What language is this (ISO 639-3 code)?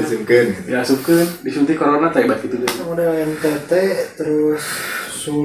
sun